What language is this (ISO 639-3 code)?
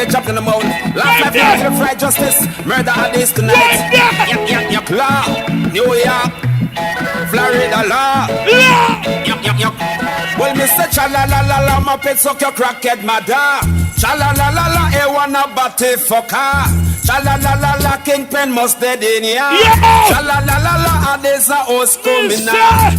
jam